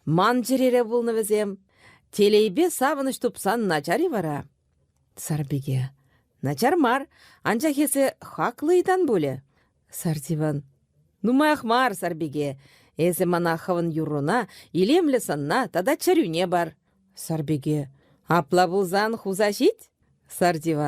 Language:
Chuvash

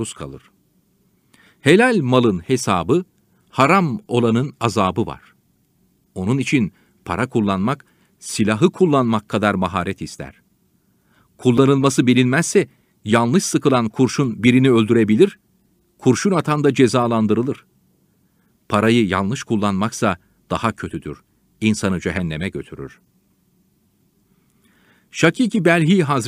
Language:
Turkish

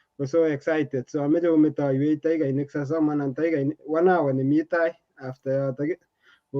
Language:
Kalenjin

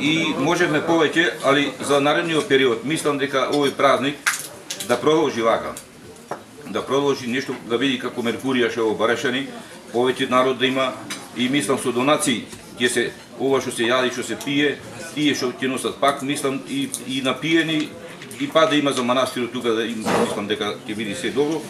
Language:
Macedonian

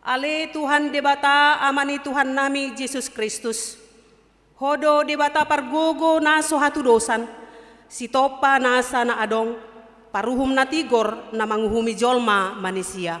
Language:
Batak Toba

